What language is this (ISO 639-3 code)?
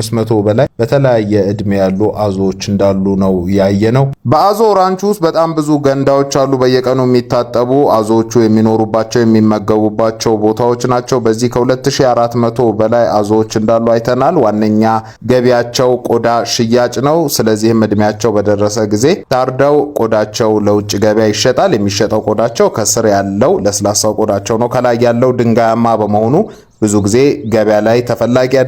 amh